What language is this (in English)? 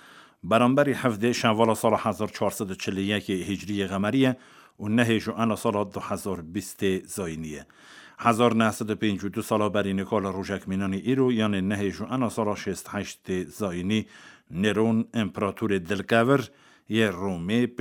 Kurdish